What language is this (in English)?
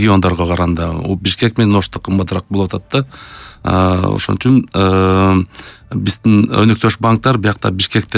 Kyrgyz